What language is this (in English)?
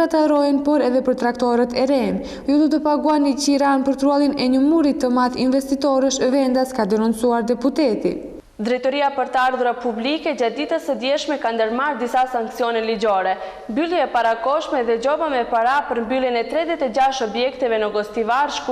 Albanian